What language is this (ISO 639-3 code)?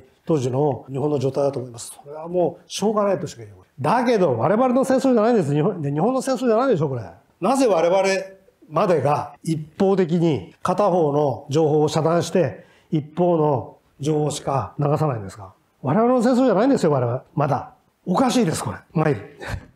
jpn